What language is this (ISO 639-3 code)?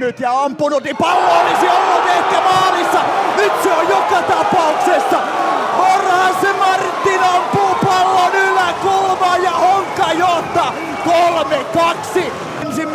fin